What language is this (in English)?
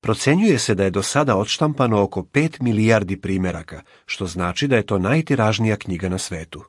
Serbian